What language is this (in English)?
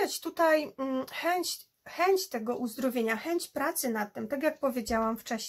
Polish